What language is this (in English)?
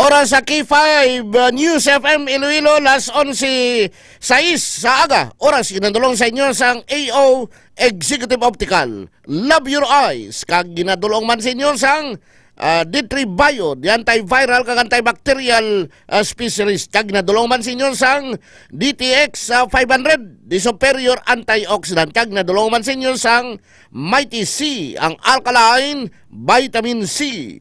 Hiligaynon